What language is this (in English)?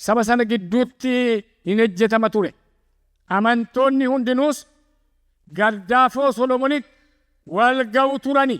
Oromo